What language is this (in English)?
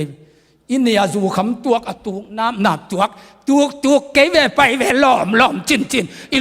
Tedim Chin